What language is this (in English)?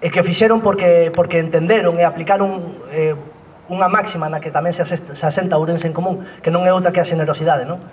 Galician